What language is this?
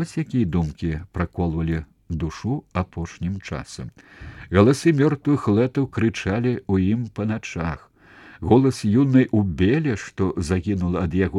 Belarusian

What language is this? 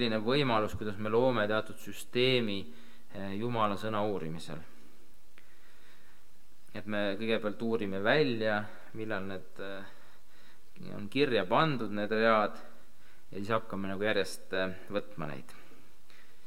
Estonian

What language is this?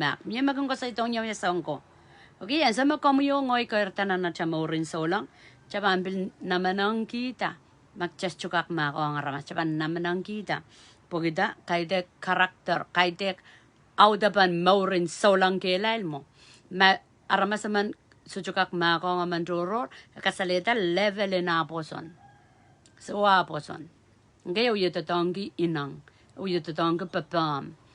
Pohnpeian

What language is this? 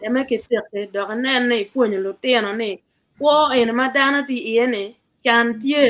Acoli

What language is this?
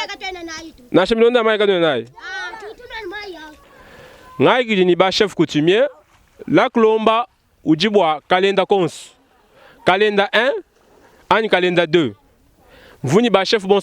Luba-Lulua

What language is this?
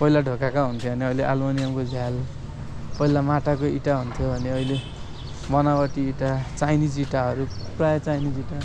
Nepali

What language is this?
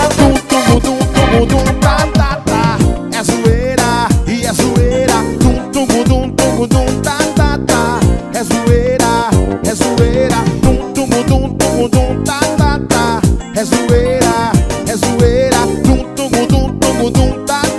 Portuguese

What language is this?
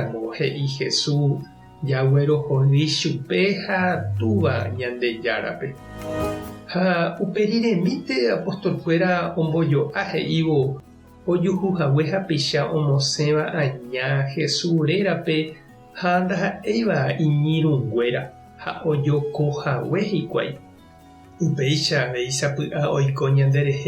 Guarani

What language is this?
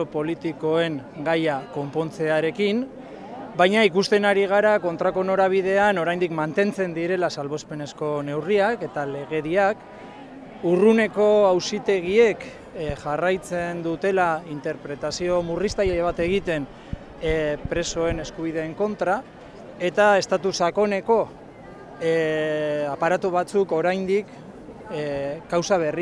Basque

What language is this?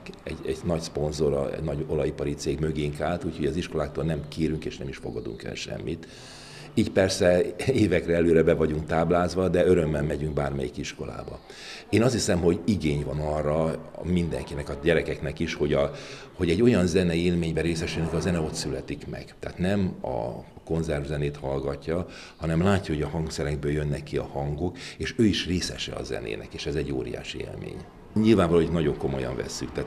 Hungarian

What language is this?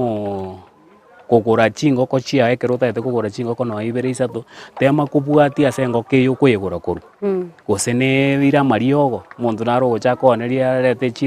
Gusii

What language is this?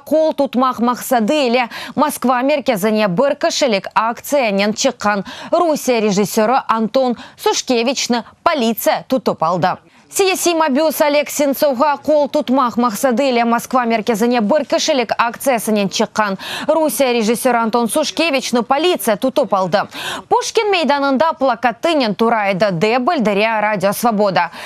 Crimean Tatar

